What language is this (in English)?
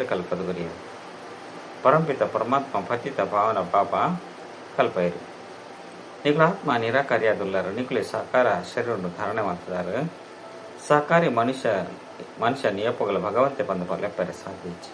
Tulu